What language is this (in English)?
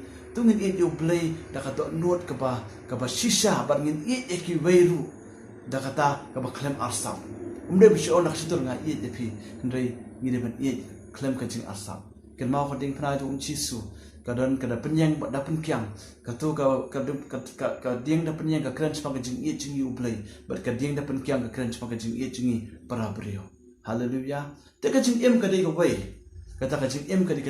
Khasi